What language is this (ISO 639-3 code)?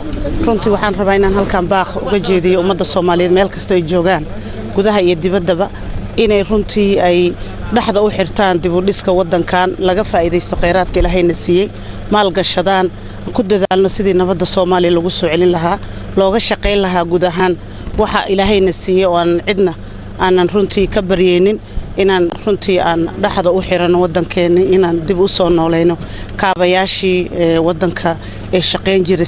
som